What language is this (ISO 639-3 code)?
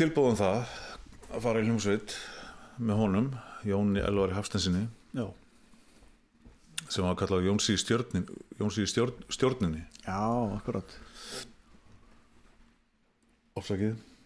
isl